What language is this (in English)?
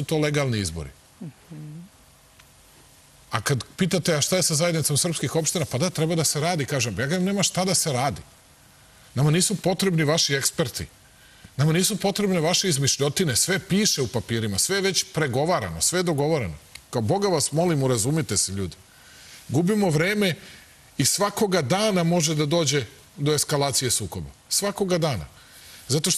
Serbian